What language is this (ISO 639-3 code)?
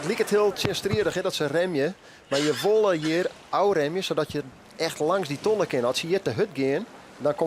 fry